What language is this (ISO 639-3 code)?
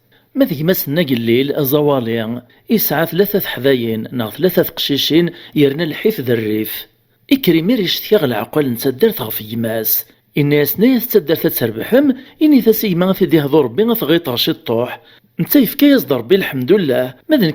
kab